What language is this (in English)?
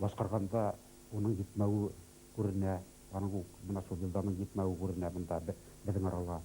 Bashkir